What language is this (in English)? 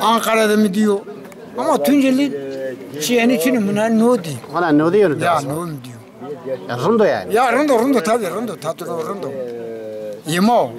Zaza